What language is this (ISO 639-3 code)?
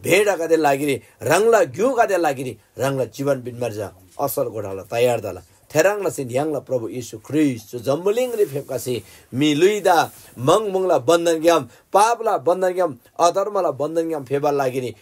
taj